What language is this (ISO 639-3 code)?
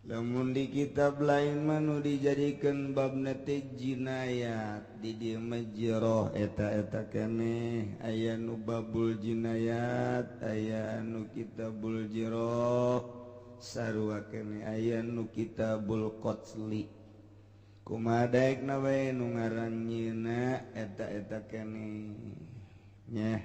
sun